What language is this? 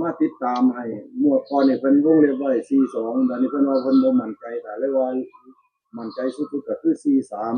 Northeastern Thai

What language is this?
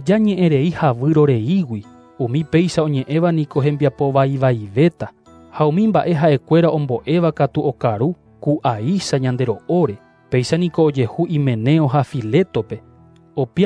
Guarani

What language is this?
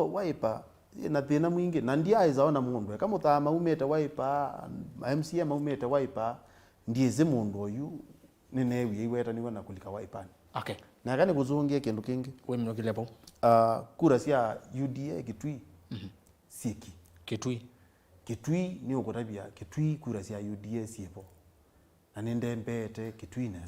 Kamba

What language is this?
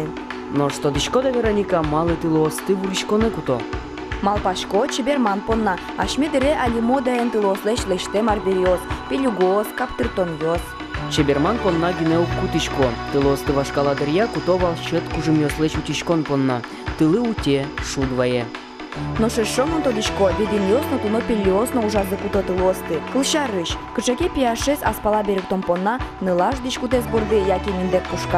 Udmurt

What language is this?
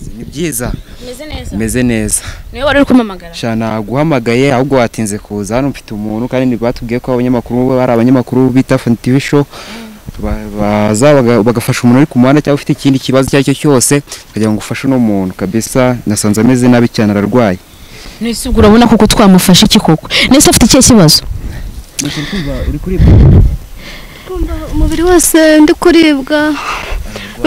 Kinyarwanda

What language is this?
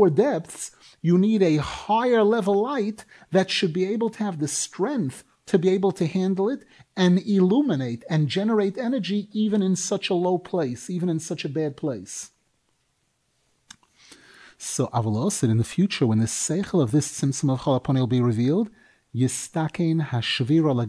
English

